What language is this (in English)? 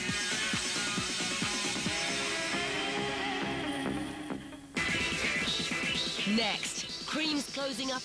English